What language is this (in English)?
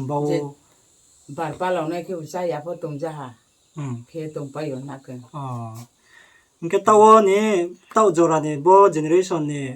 Riang (India)